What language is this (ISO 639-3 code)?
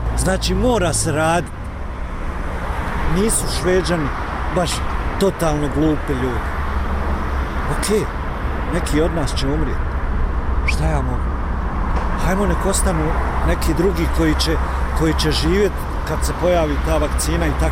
bos